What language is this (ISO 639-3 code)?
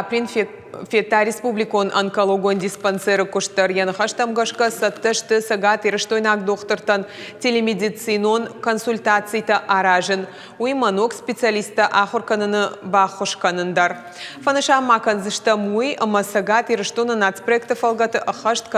oss